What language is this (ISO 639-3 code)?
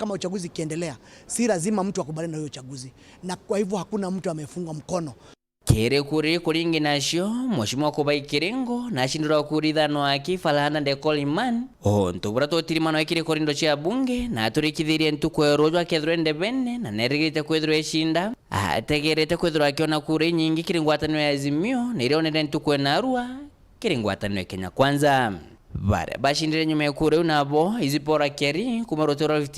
mer